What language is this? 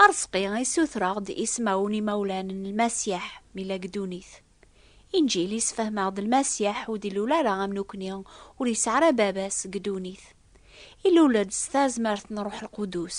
Kabyle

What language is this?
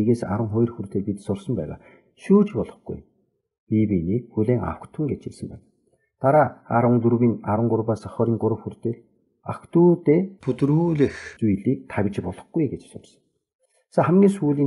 Mongolian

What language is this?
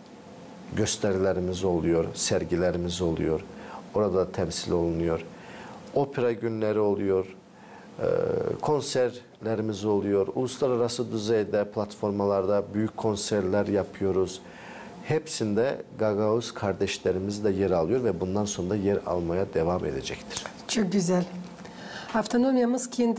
Gagauz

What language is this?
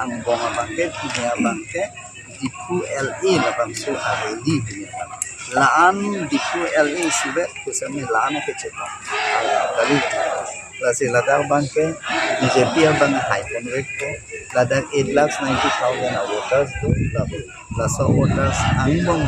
Karbi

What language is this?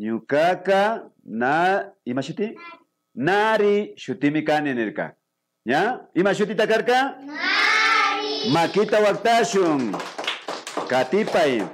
Imbabura Highland Quichua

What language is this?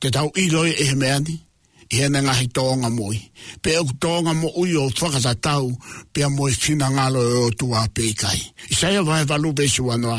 Tongan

